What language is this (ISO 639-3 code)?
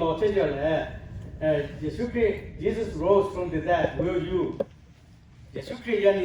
lhu